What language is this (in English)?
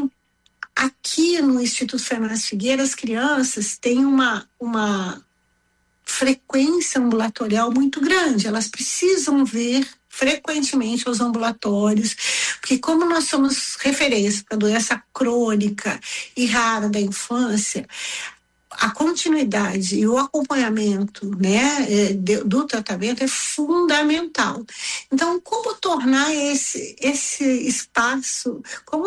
Portuguese